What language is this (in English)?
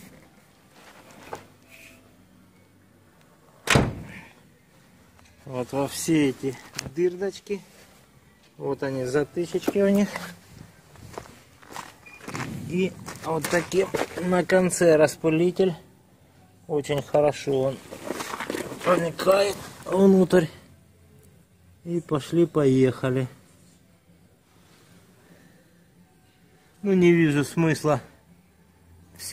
Russian